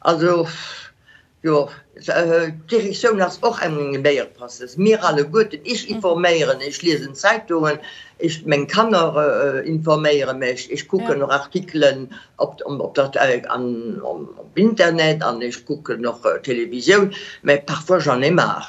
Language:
Luxembourgish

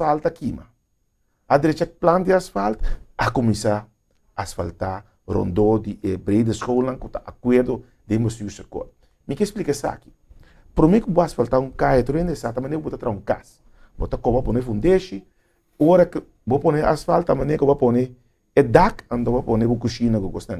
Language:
Papiamento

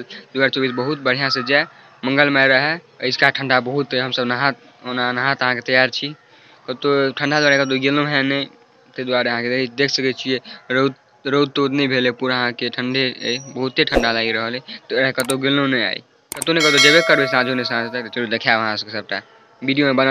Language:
Maithili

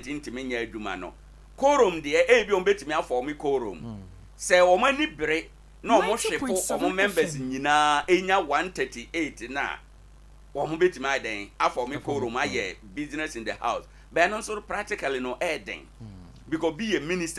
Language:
Akan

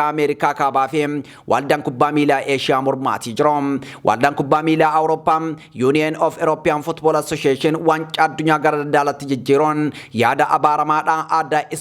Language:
Oromo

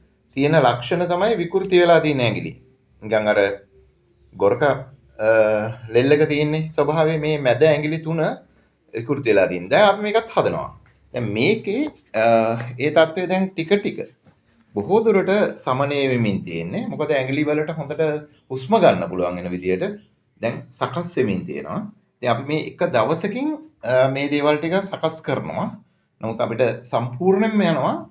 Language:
Sinhala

